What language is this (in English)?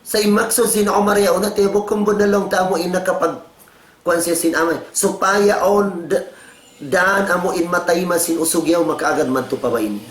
Tausug